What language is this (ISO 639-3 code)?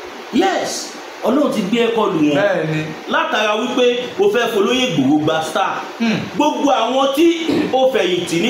yor